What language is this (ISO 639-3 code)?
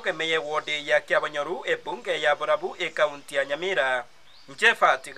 guz